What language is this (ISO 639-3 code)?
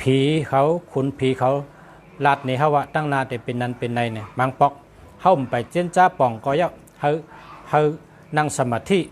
shn